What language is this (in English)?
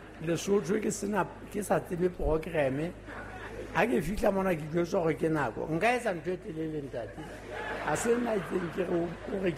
Southern Sotho